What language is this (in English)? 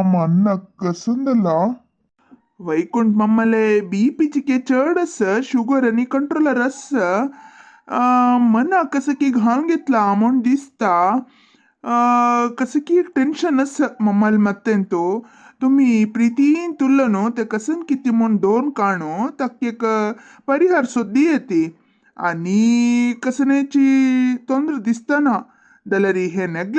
Konkani